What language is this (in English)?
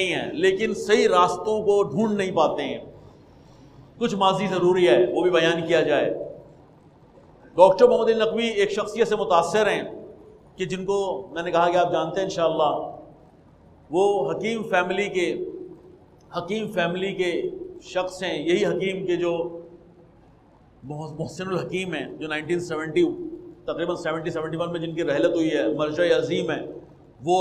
Urdu